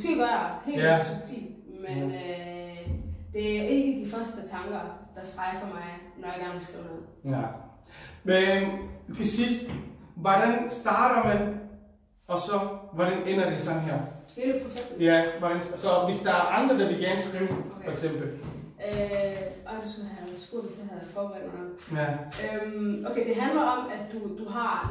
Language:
Danish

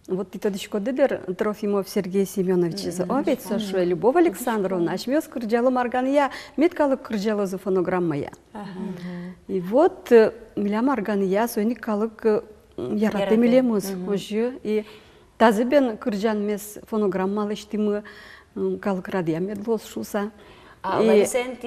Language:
Udmurt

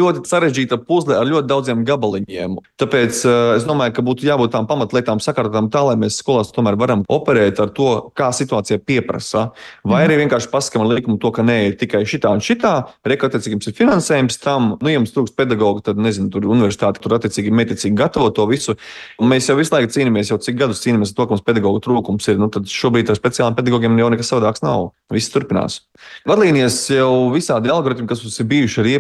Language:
Latvian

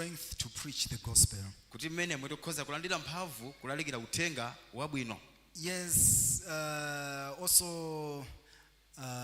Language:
Nyanja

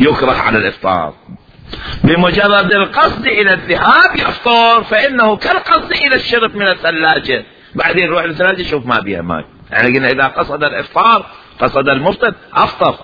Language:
Mesopotamian Arabic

